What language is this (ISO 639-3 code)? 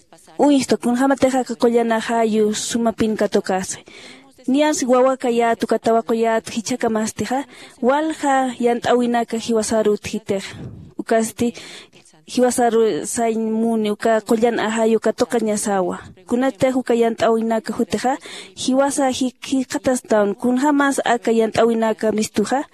aym